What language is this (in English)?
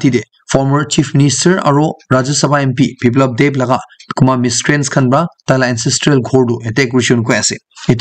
Naga Pidgin